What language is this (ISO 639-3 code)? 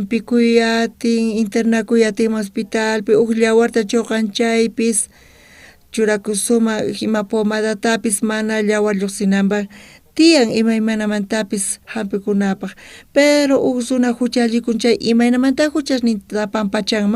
quh